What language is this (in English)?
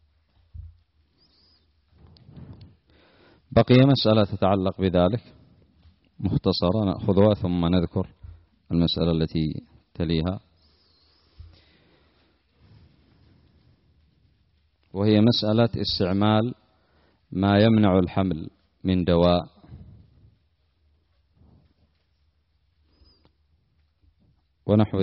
Arabic